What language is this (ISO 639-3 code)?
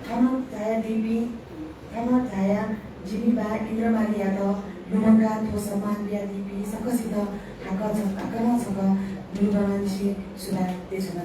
new